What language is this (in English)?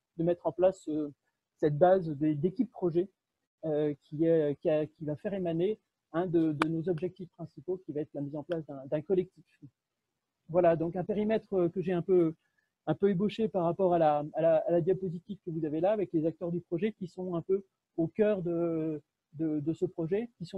French